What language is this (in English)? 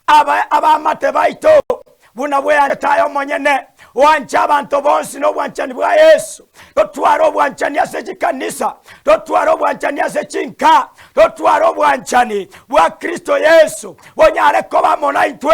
Gusii